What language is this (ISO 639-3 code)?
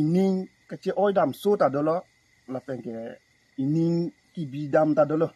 mjw